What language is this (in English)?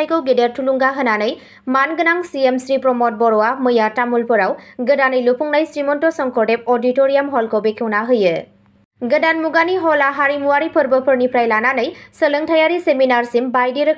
Bodo